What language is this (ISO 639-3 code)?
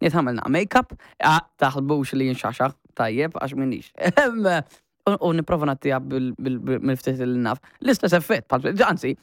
mlt